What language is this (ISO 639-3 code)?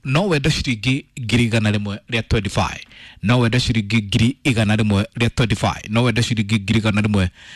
kik